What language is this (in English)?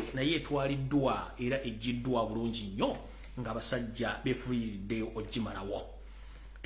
Ganda